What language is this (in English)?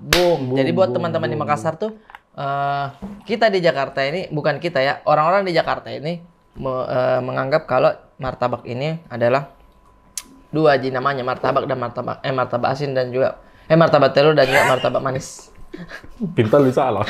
Makassar Malay